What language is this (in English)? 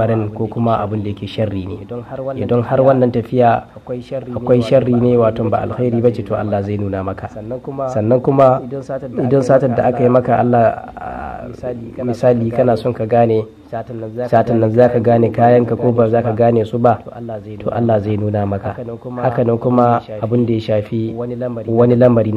Hausa